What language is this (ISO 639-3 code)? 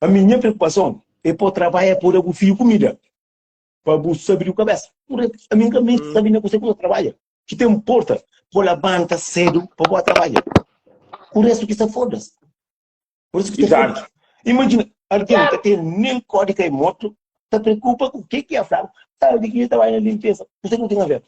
kea